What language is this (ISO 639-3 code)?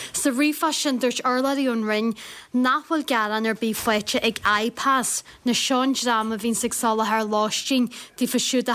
gle